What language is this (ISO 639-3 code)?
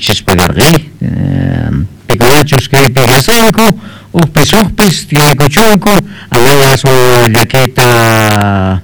que